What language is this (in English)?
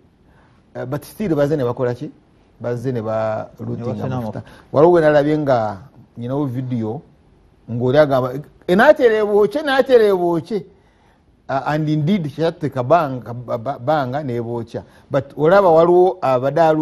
Ganda